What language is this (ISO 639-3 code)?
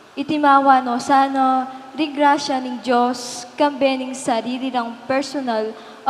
pam